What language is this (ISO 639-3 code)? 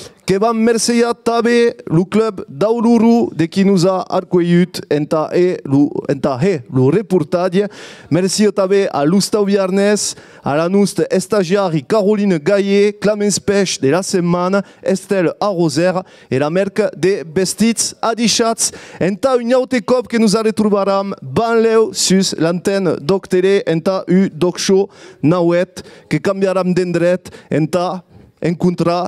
oci